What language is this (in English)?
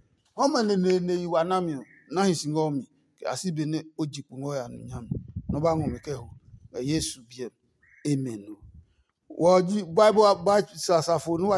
Adangme